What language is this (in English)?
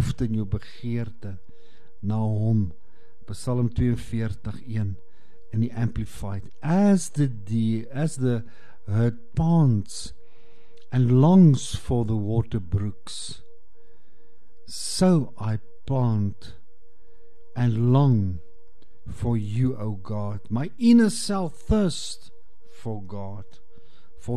Afrikaans